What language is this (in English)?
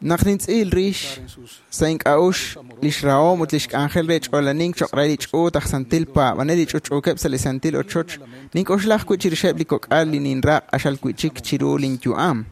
Kekchí